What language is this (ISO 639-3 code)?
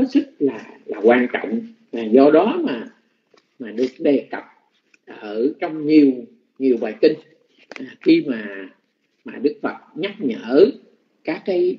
vie